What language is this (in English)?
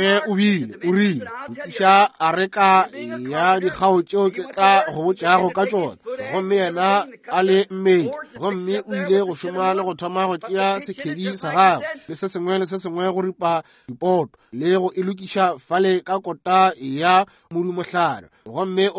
Northern Sotho